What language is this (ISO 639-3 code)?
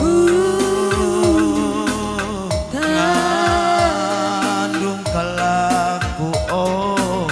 btx